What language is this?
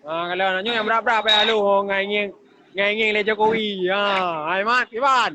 Achinese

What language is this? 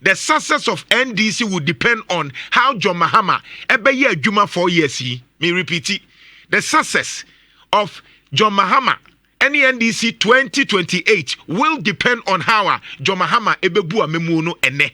Akan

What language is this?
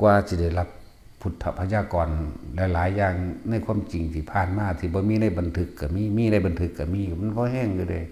Northeastern Thai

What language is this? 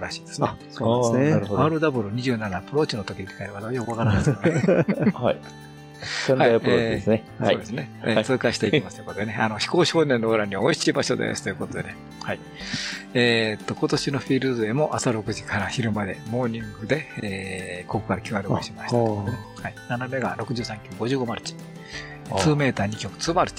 Japanese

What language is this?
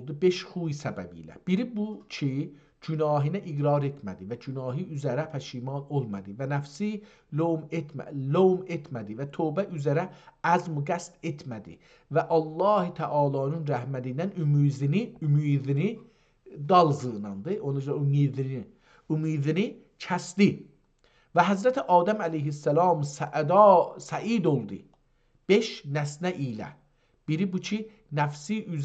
South Azerbaijani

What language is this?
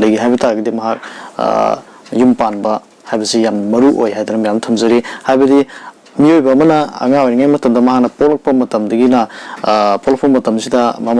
Manipuri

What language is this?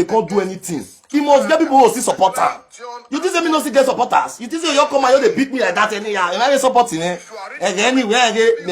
Nigerian Pidgin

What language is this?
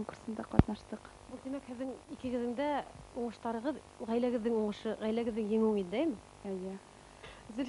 Bashkir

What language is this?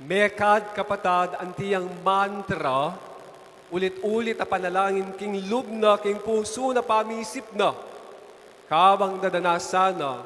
Pampanga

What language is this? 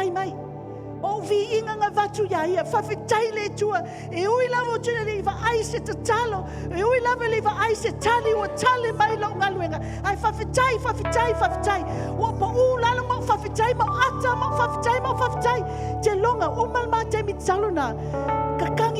Samoan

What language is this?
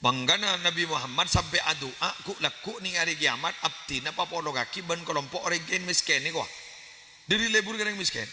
Madurese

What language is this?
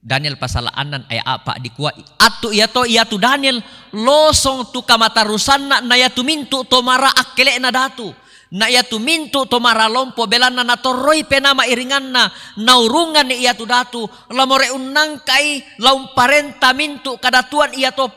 Toraja-Sa'dan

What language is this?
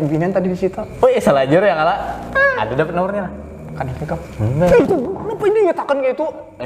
Banjar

